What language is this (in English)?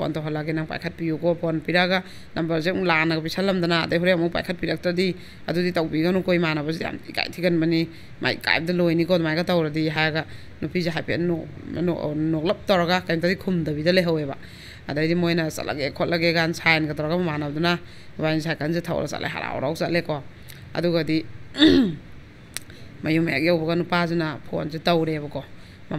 Manipuri